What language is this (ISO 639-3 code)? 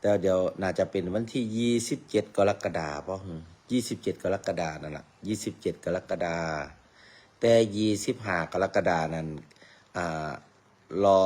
tts